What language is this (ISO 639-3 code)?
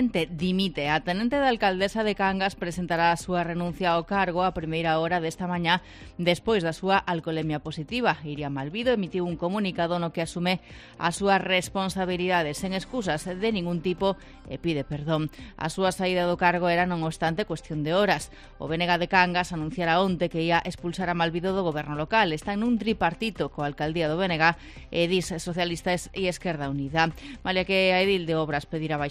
glg